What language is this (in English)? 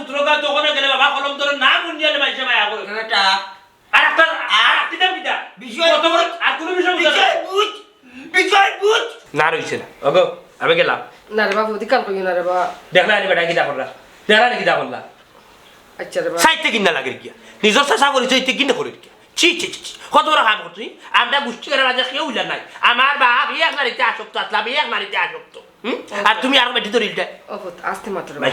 Sylheti